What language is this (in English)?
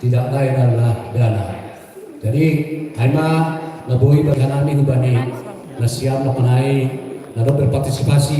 Batak Simalungun